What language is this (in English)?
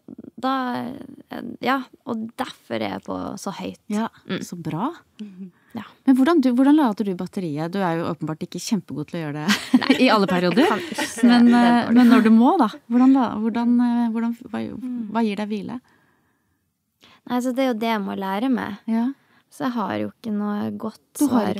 Norwegian